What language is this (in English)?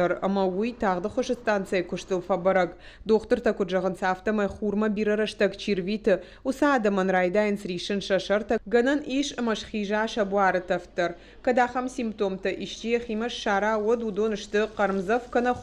Ossetic